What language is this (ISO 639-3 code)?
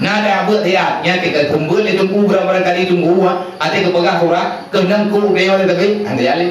ace